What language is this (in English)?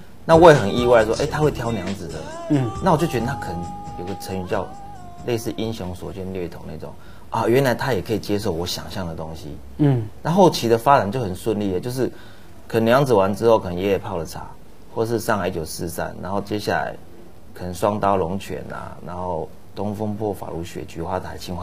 Chinese